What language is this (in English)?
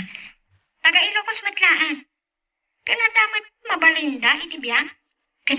Iloko